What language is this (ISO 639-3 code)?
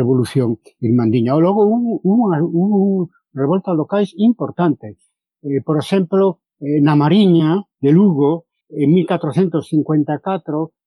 glg